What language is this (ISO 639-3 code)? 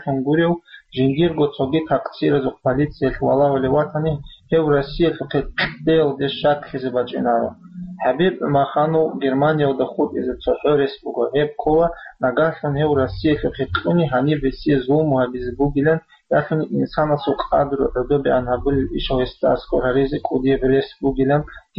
ava